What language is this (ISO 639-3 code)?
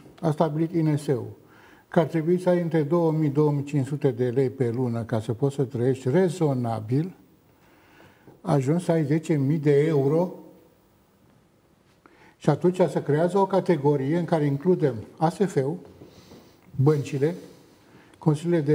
ron